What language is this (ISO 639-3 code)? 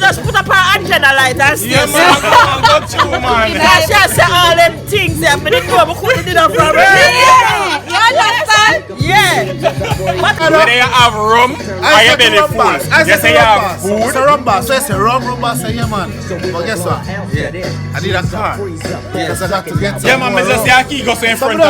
jam